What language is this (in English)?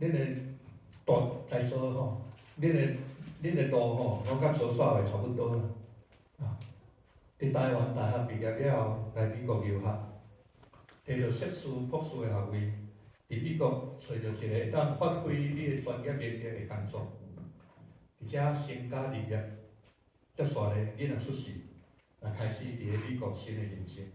Min Nan Chinese